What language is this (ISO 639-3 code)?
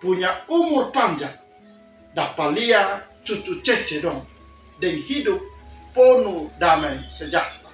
mkn